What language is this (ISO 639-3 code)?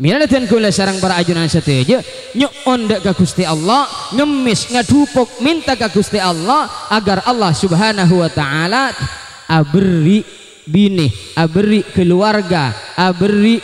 mad